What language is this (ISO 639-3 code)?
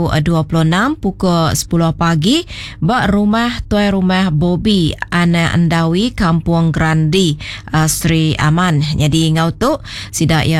iba